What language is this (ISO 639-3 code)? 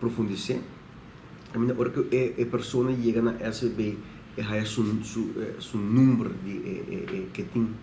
pap